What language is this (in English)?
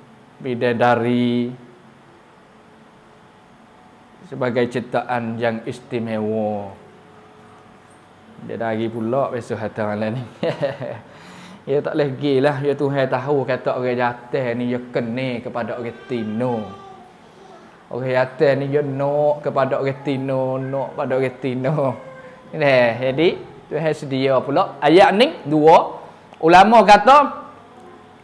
Pattani Malay